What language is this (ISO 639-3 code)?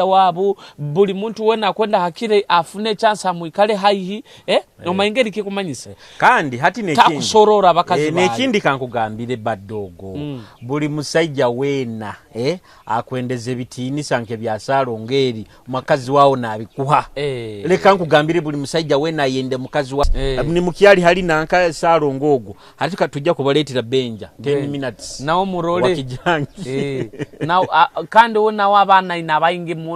nyo